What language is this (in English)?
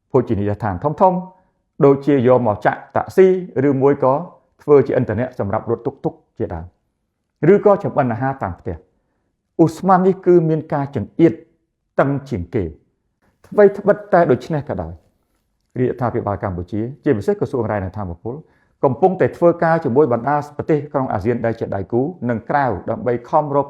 Khmer